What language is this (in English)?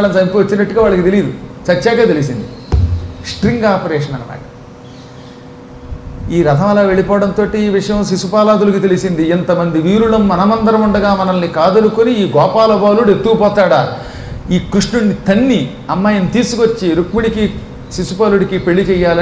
Telugu